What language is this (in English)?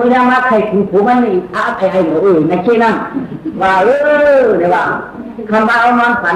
Shan